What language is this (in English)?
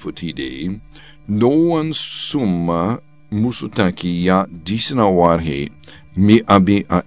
Sranan Tongo